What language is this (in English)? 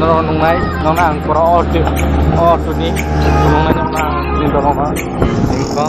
Kok Borok